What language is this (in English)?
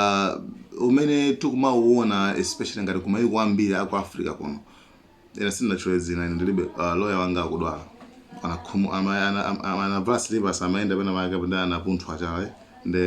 Nyanja